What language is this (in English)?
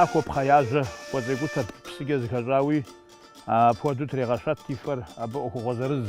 Kabardian